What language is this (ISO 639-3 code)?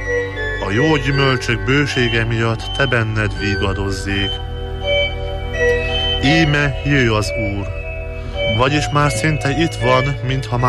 hun